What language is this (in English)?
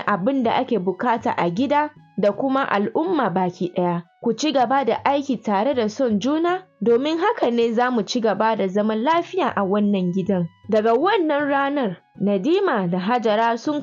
Hausa